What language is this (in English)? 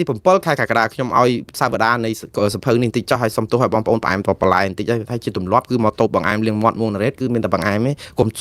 Khmer